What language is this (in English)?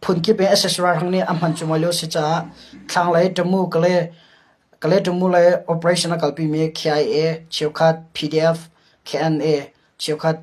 Hakha Chin